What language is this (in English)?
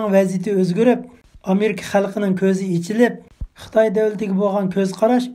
Uyghur